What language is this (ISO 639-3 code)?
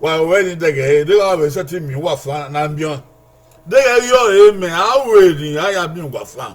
bin